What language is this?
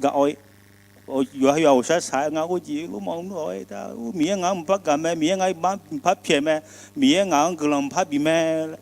Akha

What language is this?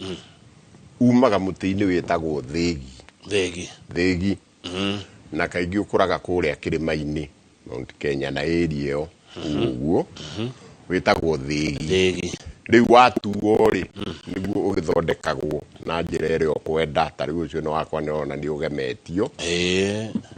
Kikuyu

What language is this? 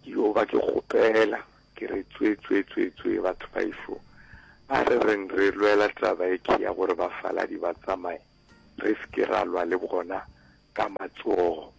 Northern Sotho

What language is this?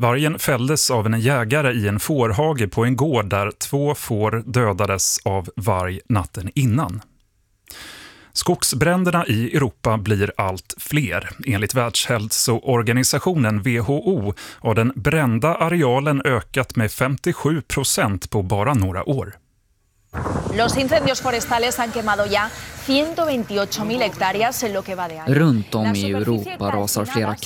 Swedish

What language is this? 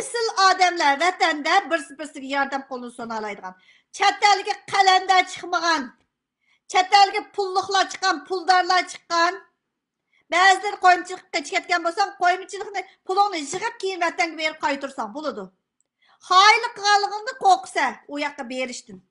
Uyghur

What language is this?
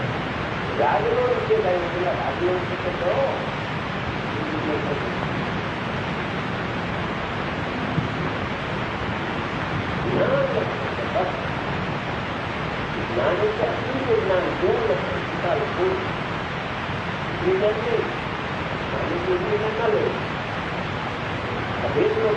Gujarati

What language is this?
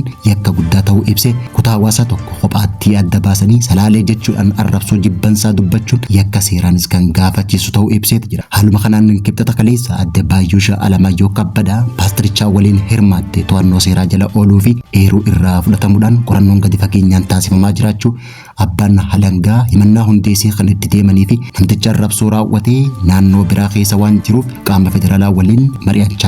Oromo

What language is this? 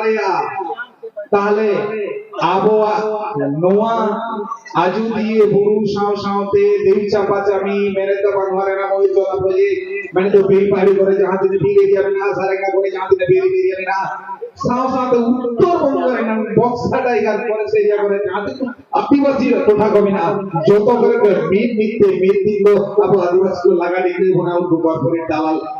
Santali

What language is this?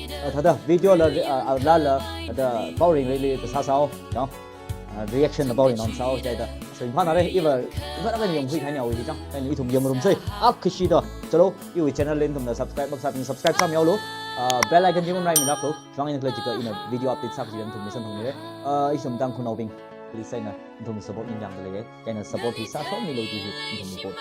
Tangkhul Naga (India)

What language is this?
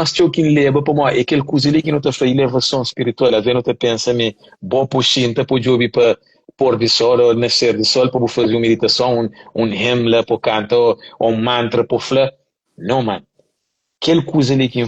Kabuverdianu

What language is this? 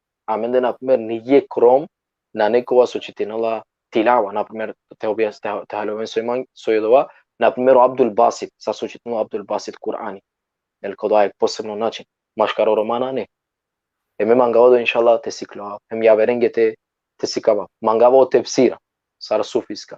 Balkan Romani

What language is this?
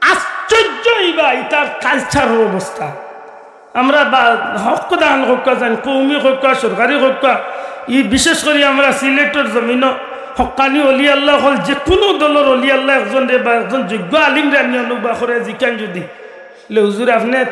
Sylheti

